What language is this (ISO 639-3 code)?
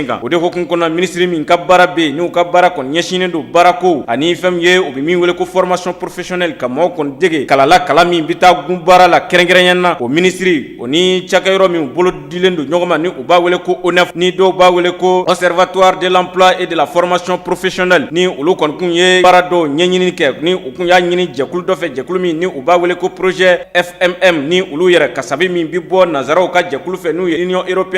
bam